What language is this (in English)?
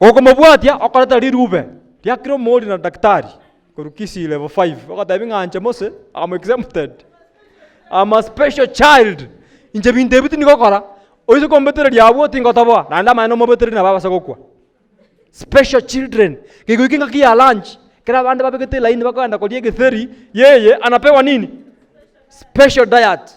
Gusii